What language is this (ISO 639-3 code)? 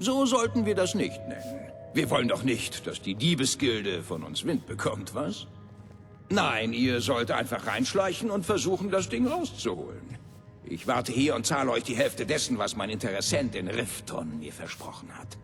bar